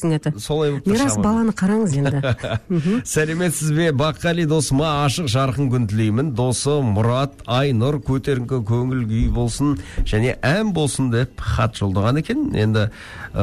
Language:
Kazakh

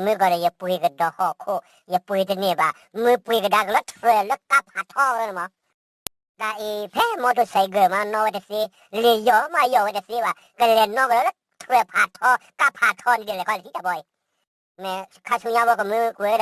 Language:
S'gaw Karen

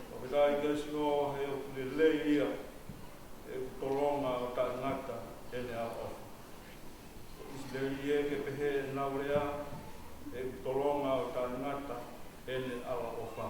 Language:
Tongan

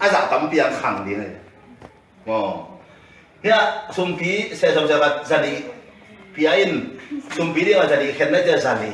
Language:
Tedim Chin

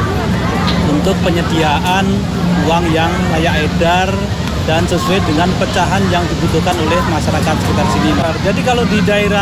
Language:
Indonesian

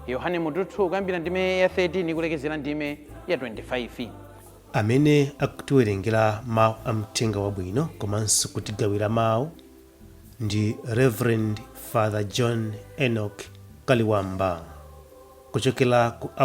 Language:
Nyanja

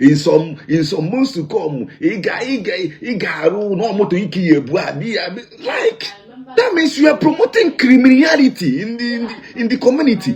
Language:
Igbo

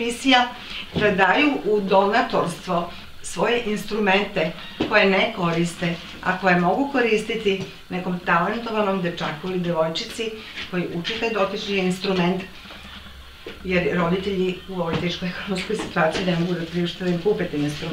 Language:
Serbian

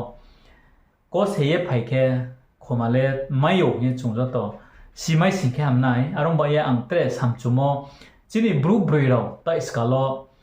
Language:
Riang (India)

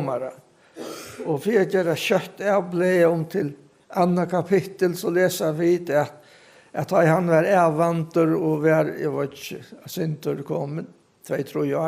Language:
Faroese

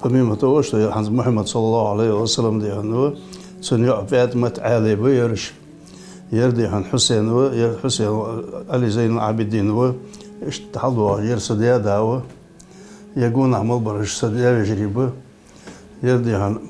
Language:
Ingush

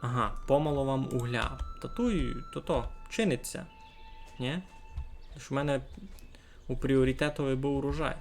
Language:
Rusyn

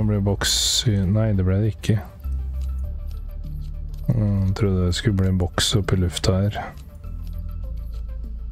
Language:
Norwegian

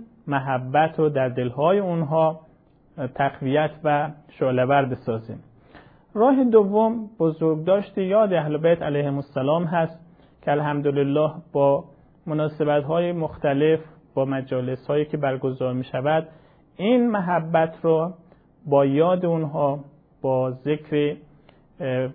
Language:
Persian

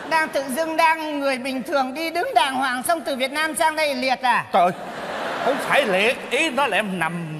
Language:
Vietnamese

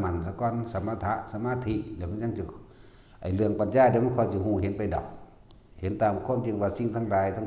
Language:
Northeastern Thai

